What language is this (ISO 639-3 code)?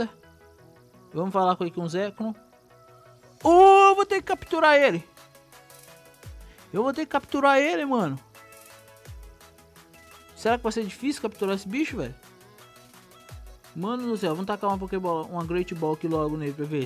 por